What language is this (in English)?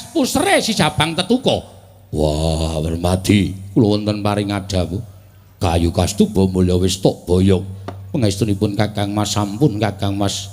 Javanese